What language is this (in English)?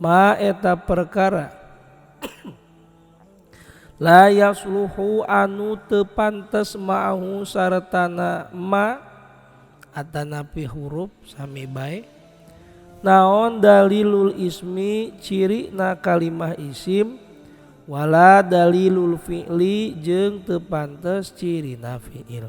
Sundanese